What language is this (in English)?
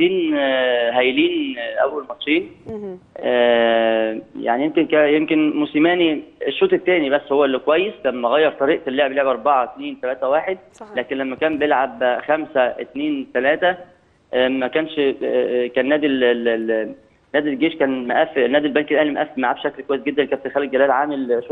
Egyptian Arabic